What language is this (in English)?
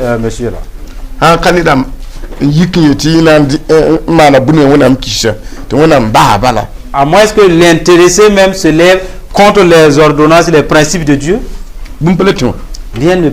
Mossi